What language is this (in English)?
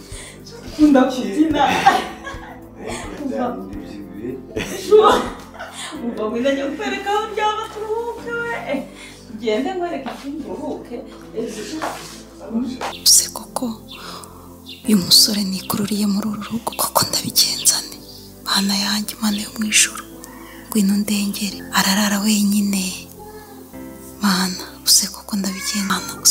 Kinyarwanda